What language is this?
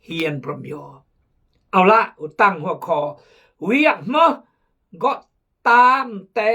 Khmu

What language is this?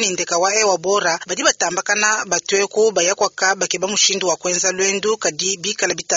Luba-Lulua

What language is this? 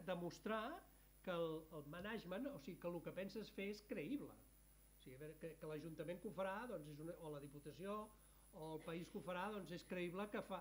Catalan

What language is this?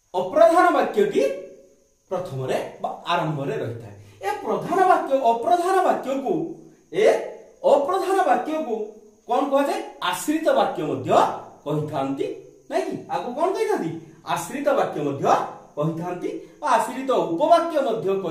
Odia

